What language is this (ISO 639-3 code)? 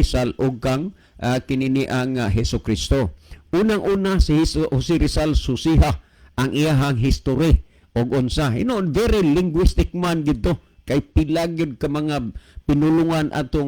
ceb